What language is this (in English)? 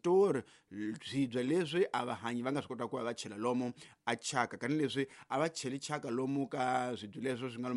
Tsonga